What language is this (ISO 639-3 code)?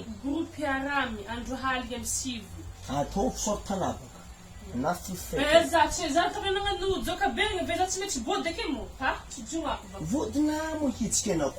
mlg